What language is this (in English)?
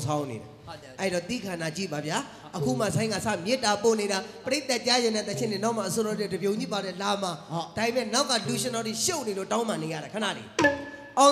Burmese